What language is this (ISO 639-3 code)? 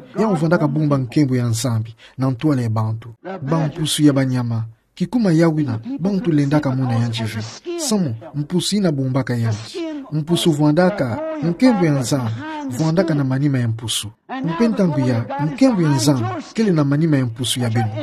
ktu